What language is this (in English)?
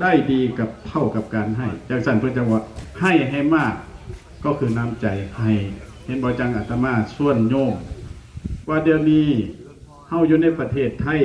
Northeastern Thai